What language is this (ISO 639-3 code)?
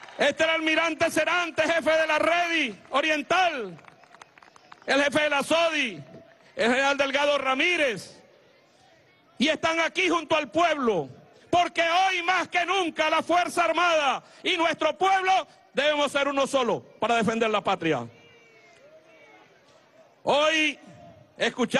spa